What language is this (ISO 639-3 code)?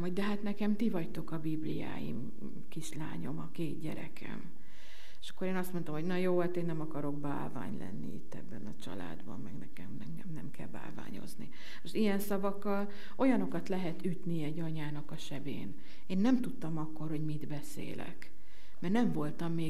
hun